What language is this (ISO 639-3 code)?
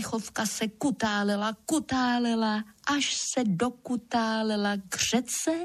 ces